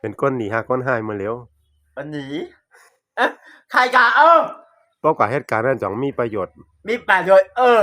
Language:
Shan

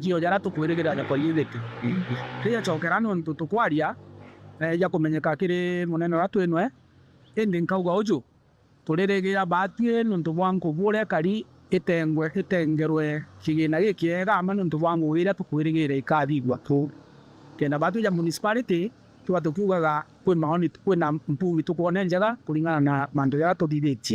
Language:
Meru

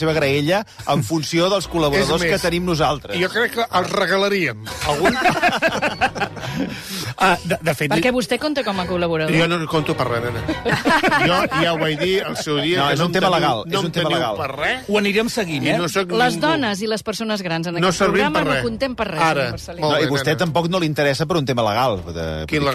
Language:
Catalan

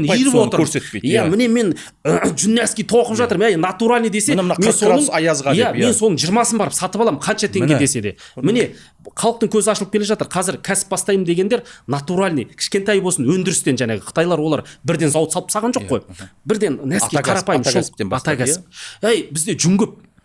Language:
Kazakh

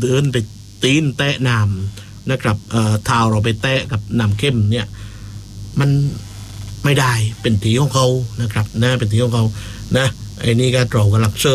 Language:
Thai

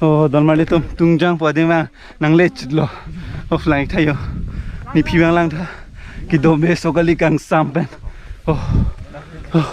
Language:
Karbi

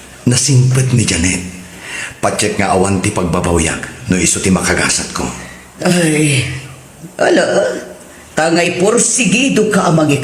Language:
Iloko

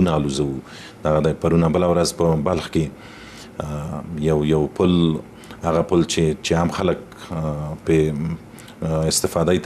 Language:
Pashto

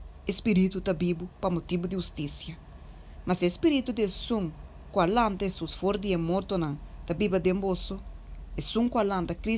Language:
Papiamento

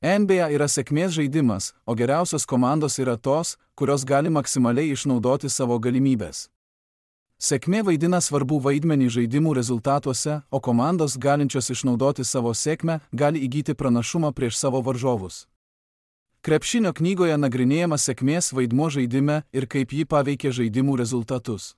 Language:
Lithuanian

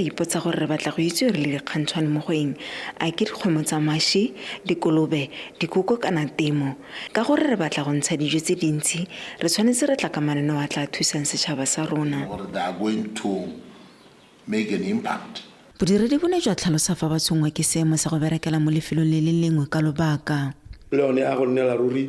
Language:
Tswana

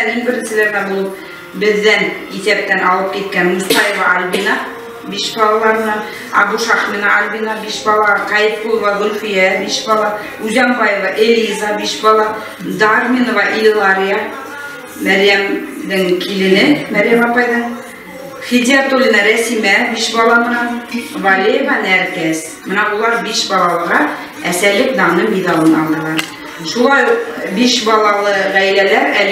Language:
Bashkir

